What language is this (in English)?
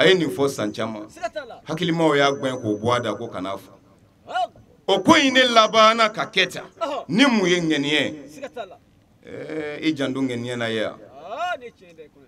Bambara